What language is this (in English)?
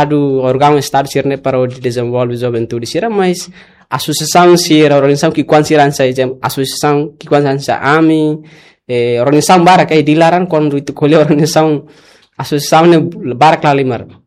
Tetum